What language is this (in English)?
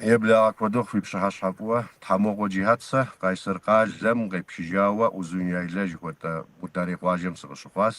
Kabardian